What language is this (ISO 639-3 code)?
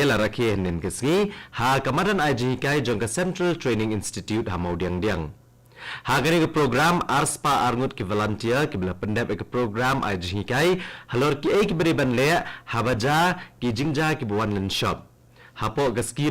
kha